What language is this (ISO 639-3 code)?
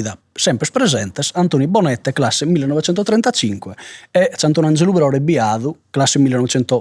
srd